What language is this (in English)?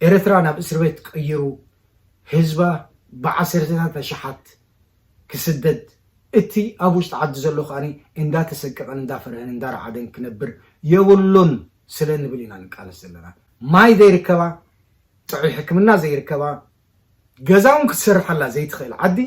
Tigrinya